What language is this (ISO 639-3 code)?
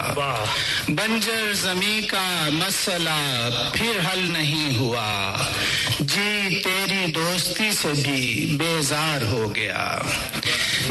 urd